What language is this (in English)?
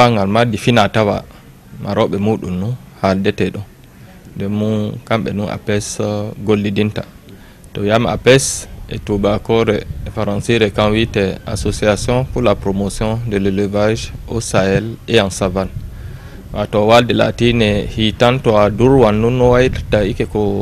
Fula